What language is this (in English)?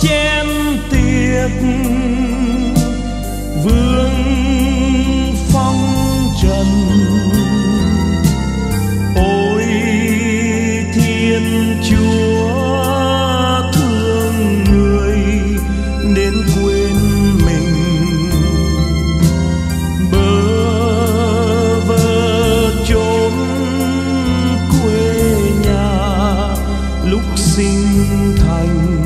Vietnamese